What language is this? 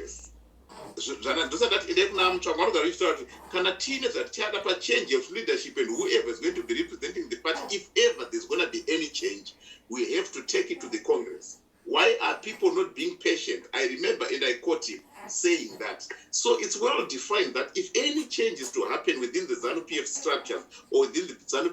Shona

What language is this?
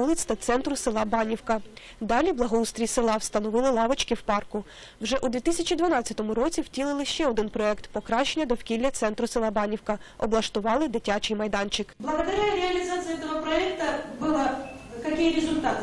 Ukrainian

